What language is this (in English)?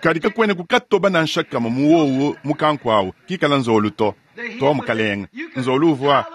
Luba-Lulua